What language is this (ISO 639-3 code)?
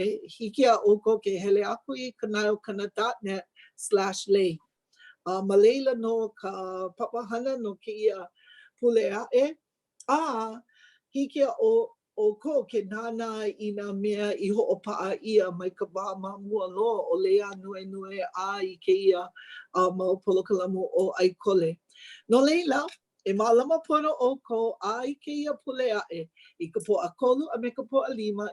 haw